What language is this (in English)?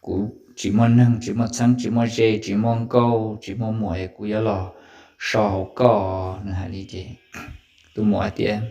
Hmong